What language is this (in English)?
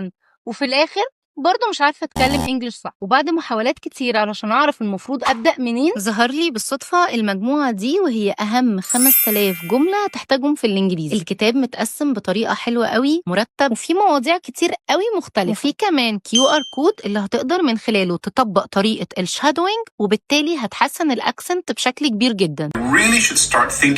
Egyptian Arabic